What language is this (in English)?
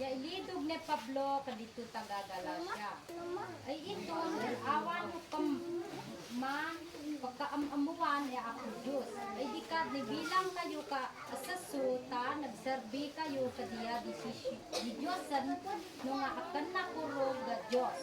Isnag